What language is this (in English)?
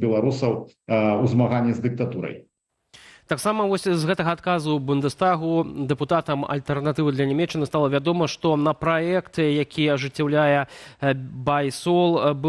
Belarusian